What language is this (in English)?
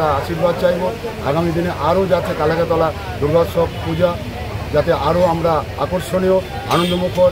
Bangla